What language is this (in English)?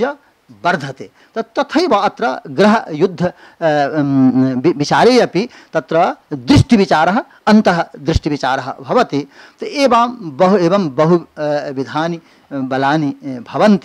Sanskrit